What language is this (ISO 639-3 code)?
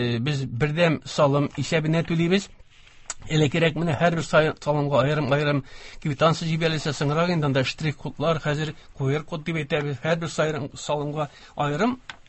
tat